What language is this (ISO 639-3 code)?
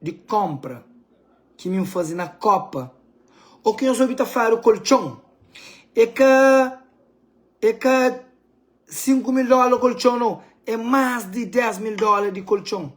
kea